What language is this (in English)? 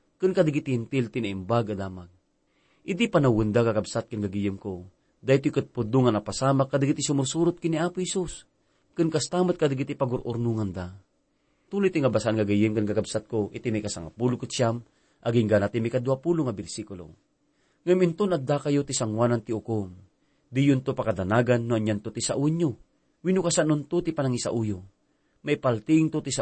Iloko